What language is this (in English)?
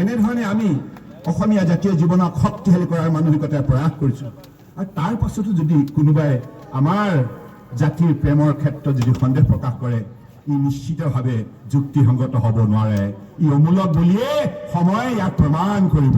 Assamese